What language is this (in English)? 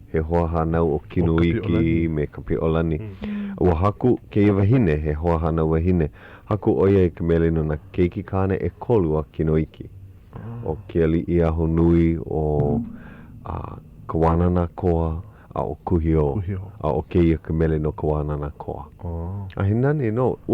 Hawaiian